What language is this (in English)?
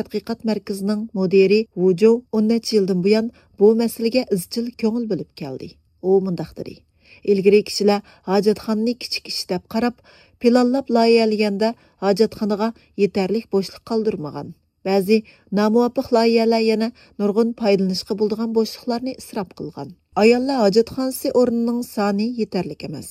Uyghur